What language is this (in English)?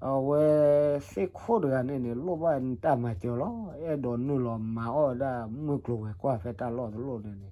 S'gaw Karen